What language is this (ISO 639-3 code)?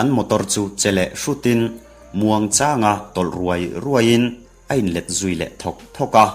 lus